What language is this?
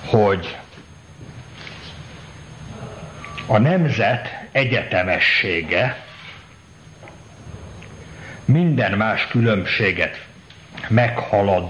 Hungarian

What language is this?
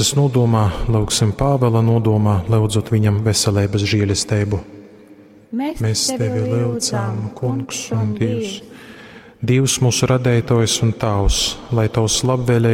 Latgalian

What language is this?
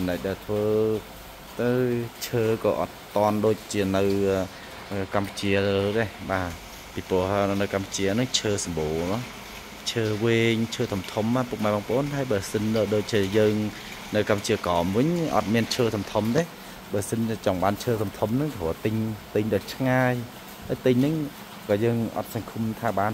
Khmer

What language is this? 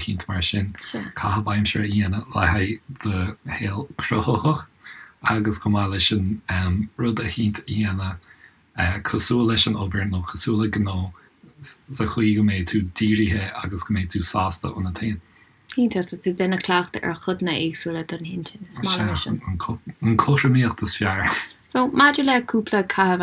Irish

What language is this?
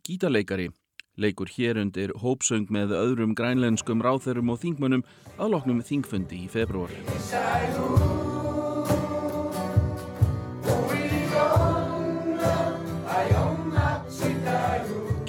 Icelandic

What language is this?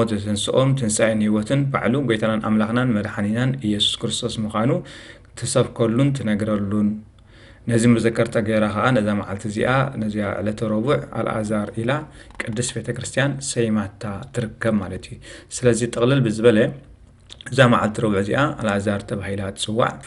Tigrinya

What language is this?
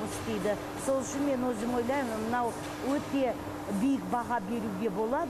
Kazakh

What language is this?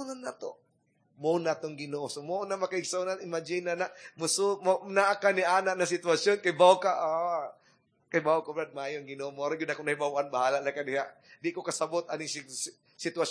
Cebuano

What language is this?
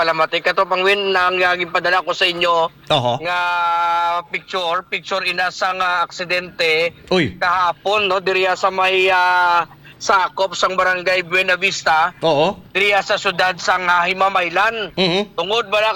Hiligaynon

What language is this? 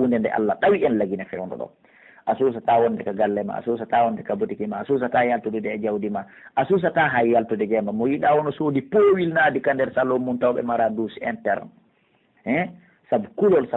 Pular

